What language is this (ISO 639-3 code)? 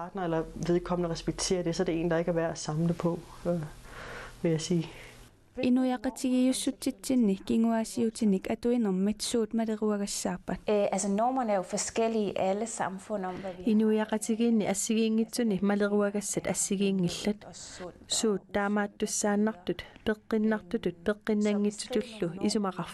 kal